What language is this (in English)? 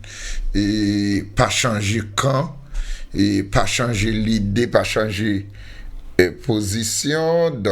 Haitian Creole